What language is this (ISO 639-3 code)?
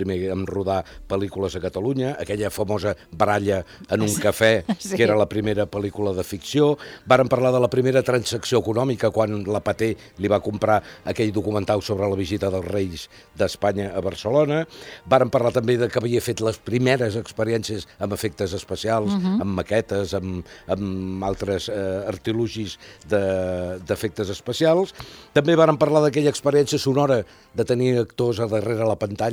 cat